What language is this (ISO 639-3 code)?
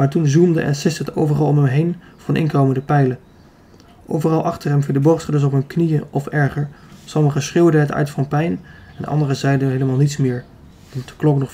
nld